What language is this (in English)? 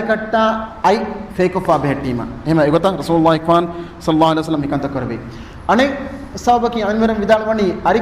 Divehi